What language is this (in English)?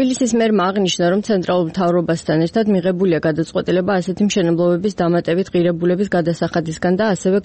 Georgian